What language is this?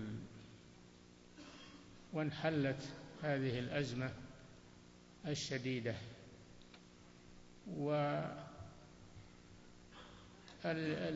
Arabic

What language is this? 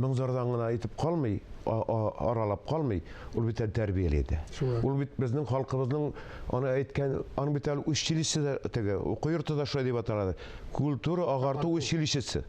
Tatar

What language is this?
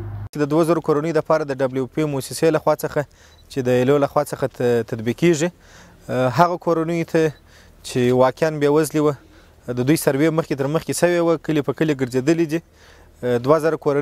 Pashto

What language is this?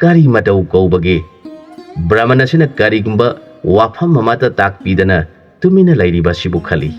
Manipuri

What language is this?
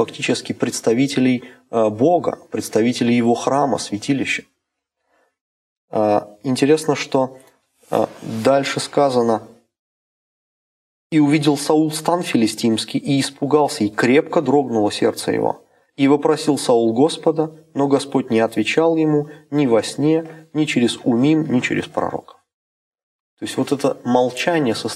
Russian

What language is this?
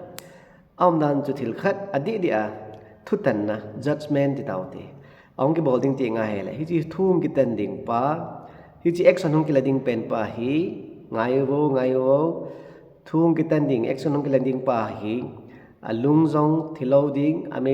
Thado Chin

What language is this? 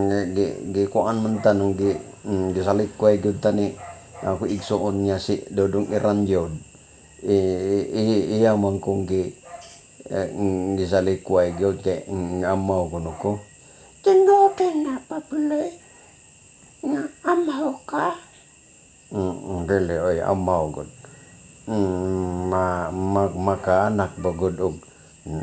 Cebuano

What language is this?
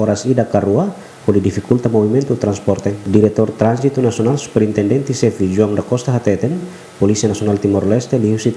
Tetum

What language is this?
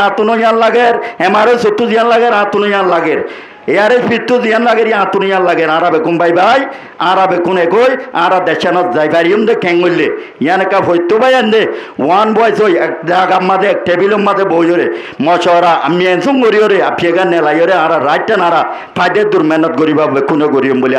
Rohingya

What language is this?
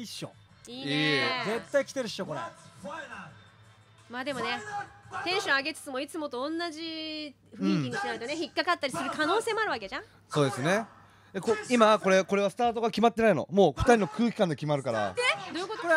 Japanese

